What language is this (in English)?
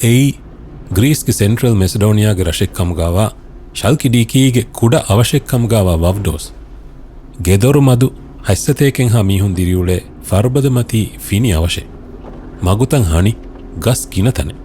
Divehi